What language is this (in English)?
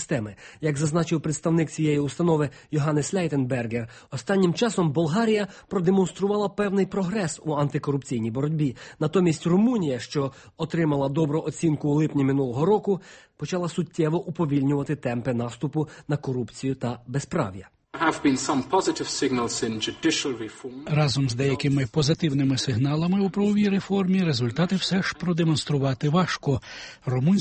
Ukrainian